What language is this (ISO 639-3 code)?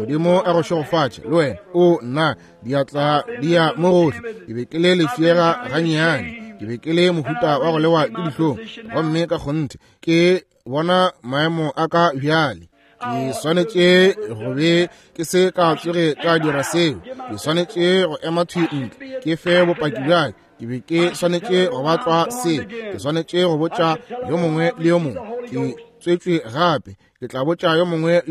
nso